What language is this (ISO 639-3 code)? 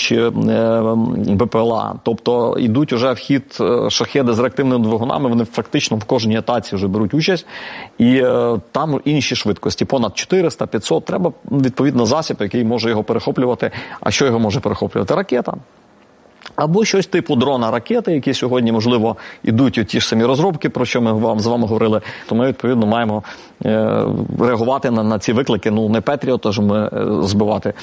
ukr